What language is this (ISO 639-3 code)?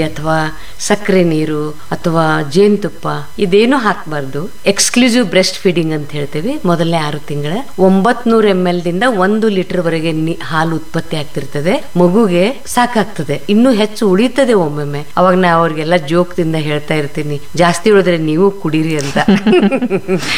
kan